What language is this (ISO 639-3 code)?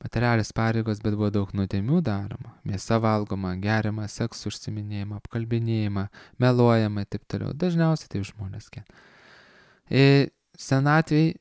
lit